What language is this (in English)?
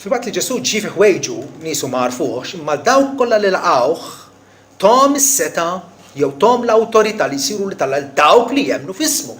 Maltese